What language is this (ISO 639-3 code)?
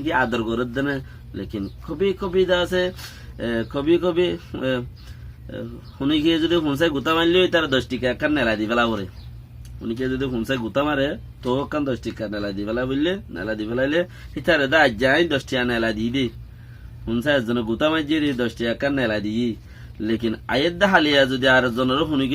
rhg